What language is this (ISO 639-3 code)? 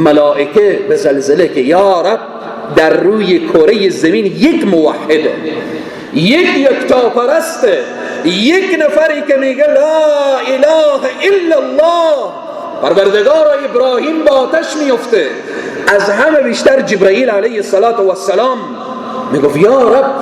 fas